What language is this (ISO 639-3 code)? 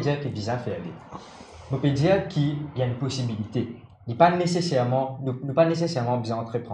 mfe